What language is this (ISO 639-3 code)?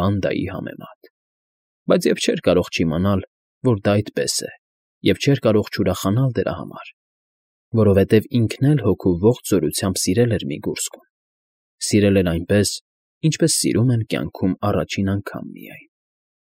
hye